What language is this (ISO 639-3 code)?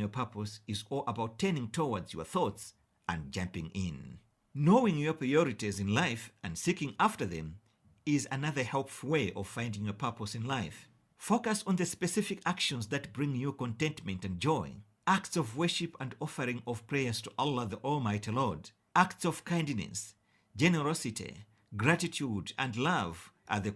eng